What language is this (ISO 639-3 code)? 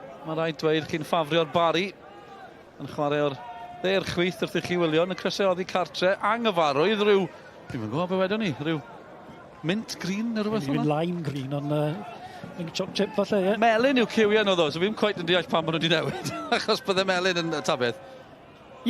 cym